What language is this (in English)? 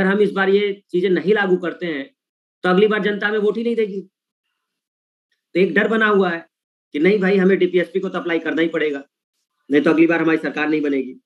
Hindi